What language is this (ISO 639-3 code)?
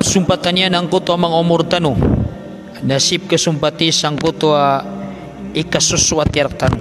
mrw